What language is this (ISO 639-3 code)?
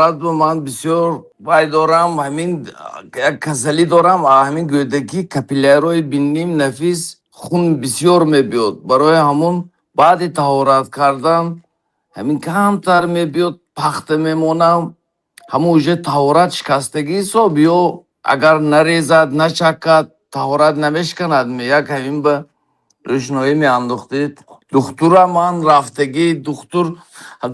tgk